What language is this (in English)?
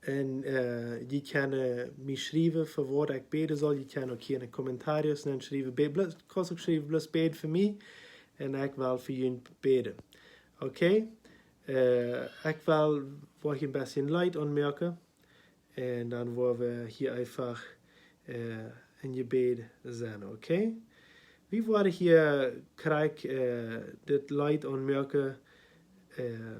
Plautdietsch